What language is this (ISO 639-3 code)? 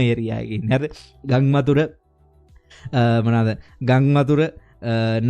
sin